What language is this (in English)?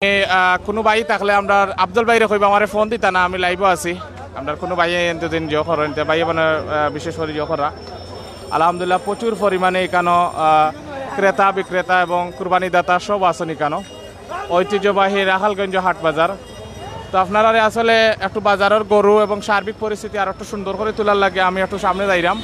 Sylheti